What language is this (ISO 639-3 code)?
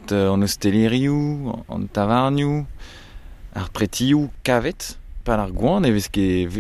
bre